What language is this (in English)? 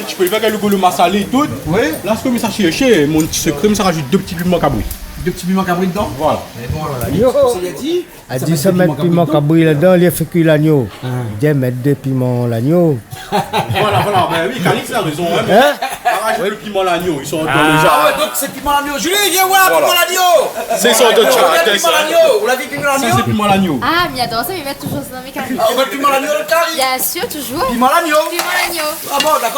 Réunion Creole French